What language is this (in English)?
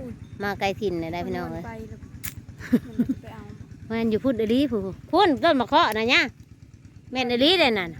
Northeastern Thai